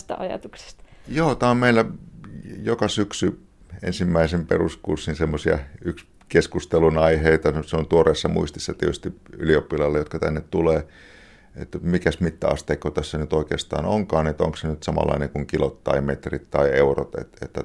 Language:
Finnish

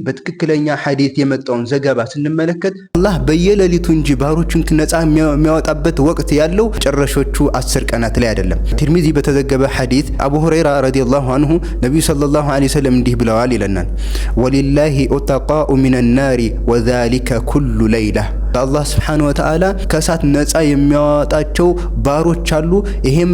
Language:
Amharic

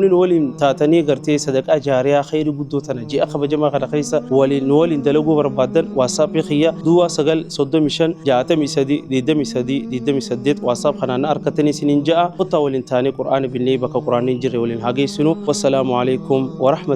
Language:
Oromo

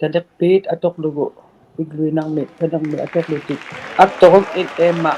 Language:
Inuktitut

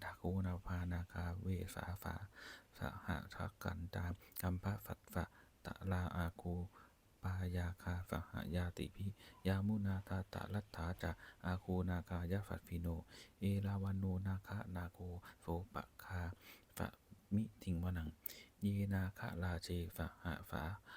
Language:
Pali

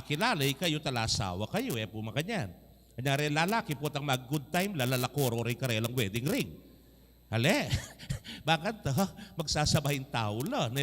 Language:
Pampanga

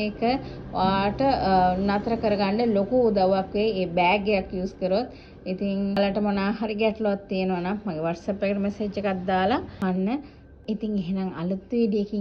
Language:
Sinhala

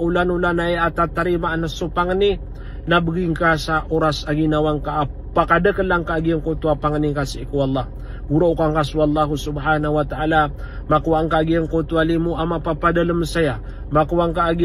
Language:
Maranao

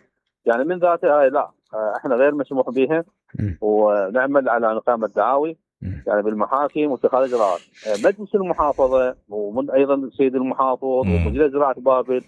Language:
Mesopotamian Arabic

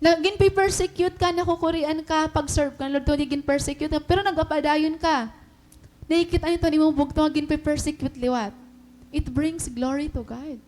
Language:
Waray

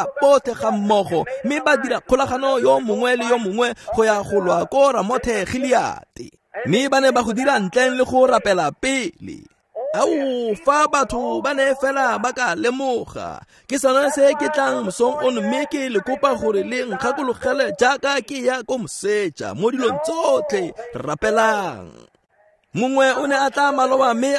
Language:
Tswana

